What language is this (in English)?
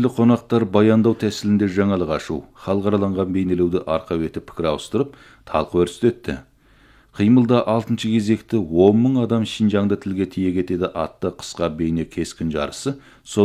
Kazakh